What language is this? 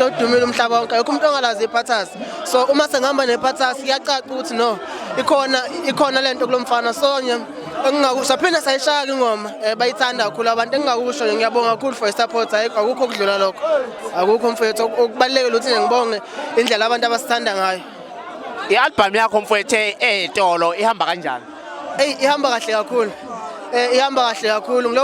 Zulu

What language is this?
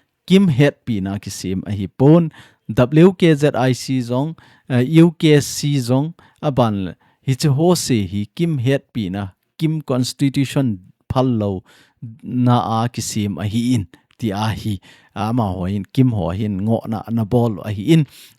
Thado Chin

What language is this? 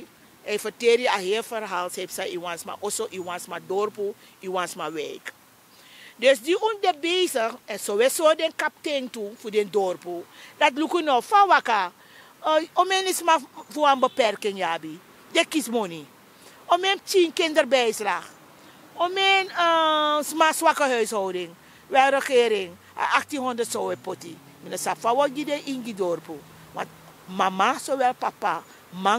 Sranan Tongo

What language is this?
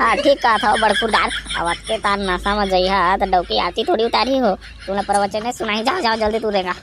Chhattisgarhi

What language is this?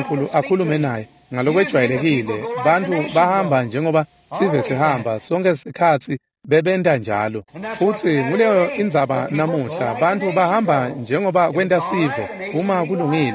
Swati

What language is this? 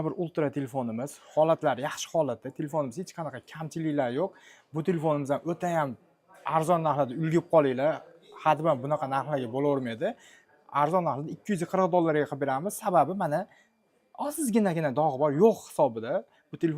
Uzbek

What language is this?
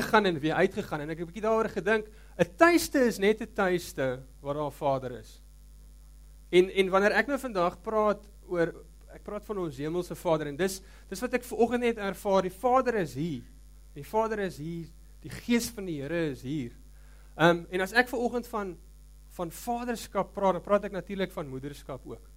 Afrikaans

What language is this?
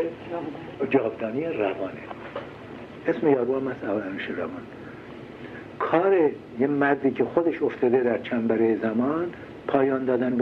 Persian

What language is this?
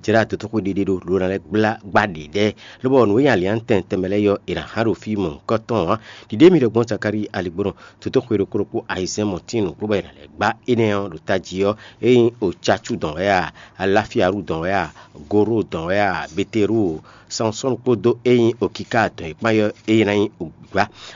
Fon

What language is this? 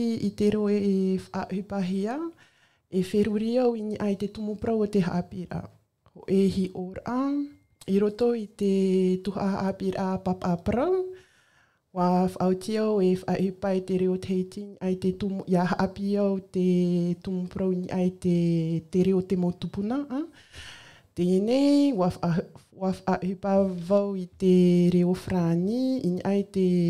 Tahitian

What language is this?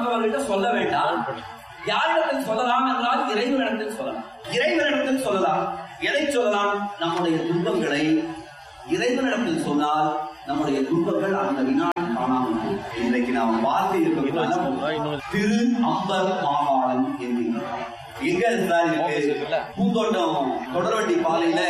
Tamil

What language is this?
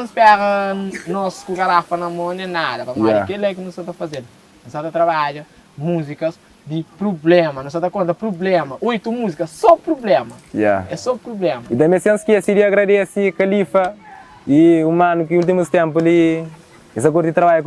Kabuverdianu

